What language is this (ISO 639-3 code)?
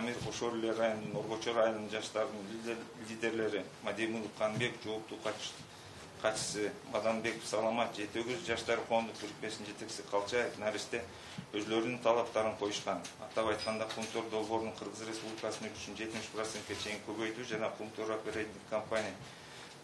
kir